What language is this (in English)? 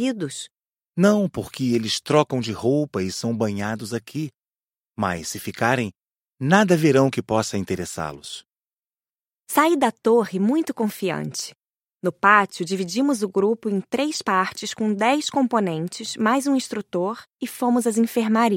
Portuguese